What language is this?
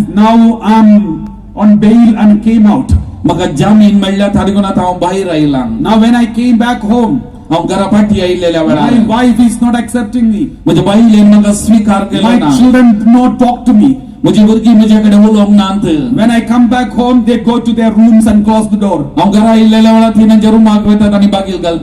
Konkani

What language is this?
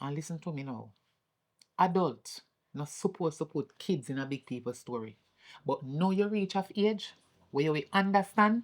Jamaican Creole English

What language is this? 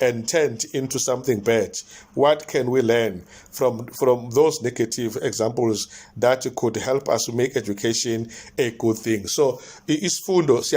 Zulu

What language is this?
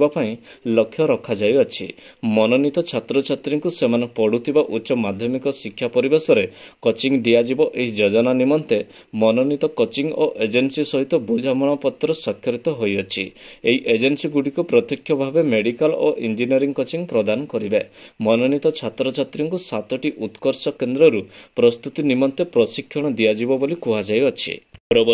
Odia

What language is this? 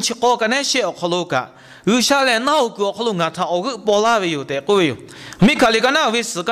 Lahu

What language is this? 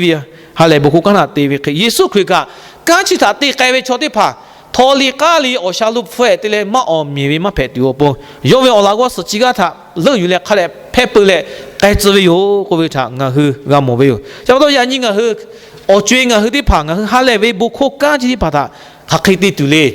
Lahu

